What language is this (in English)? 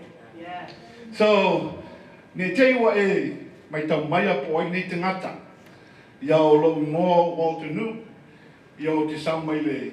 Samoan